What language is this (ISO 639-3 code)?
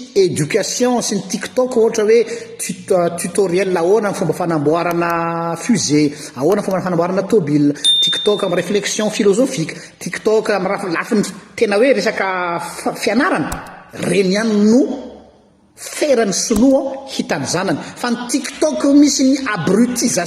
mlg